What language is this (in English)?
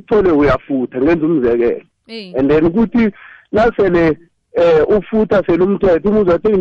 South Ndebele